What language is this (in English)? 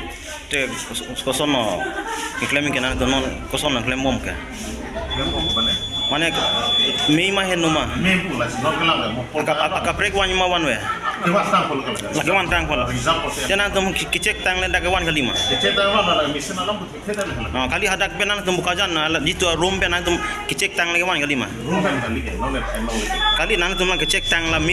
Karbi